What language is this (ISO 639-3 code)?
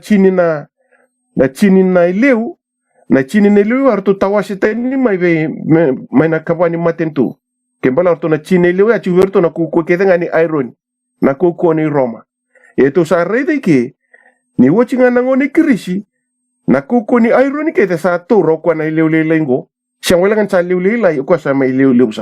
fij